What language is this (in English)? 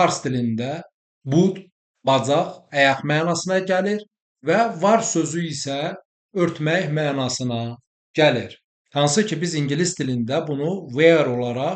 Azerbaijani